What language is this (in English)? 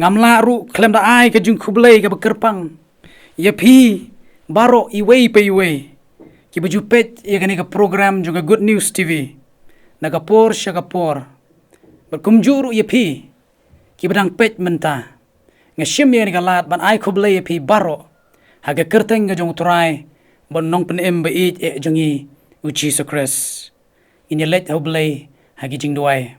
Khasi